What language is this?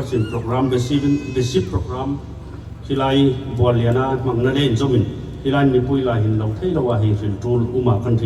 Hmar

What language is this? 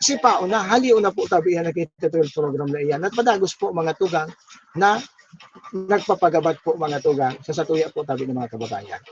Bikol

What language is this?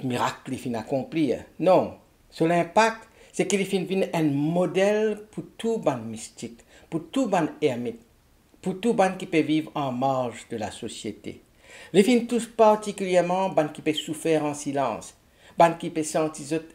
Morisyen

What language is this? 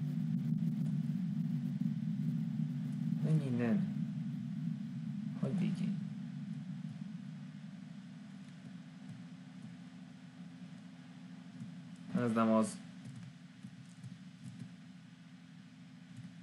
Hungarian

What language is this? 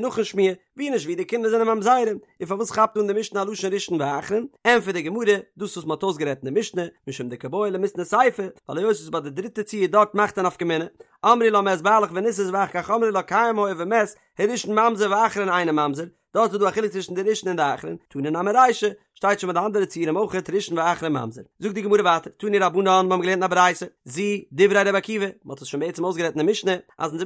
Yiddish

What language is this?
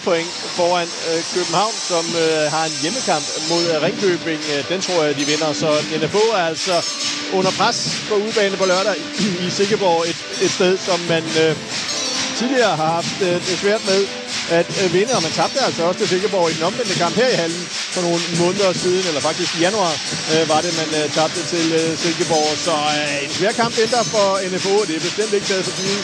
Danish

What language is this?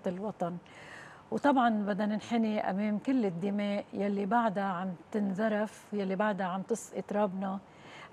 North Levantine Arabic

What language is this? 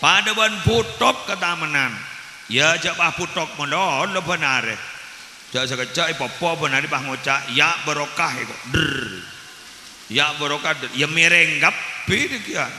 Madurese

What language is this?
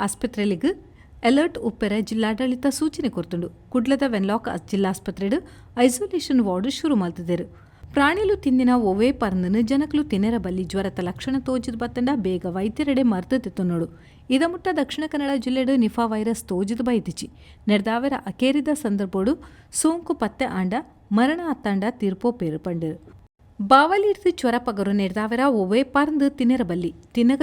Tulu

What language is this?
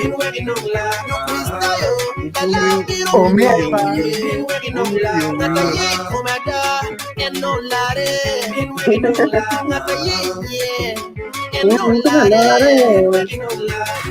Acoli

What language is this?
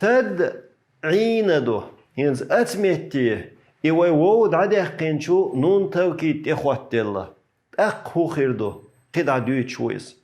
Chechen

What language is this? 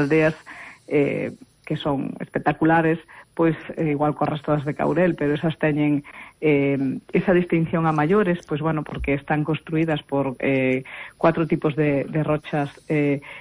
Galician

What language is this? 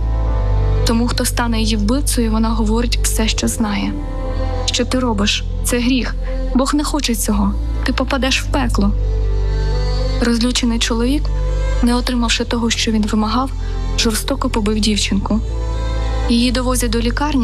Ukrainian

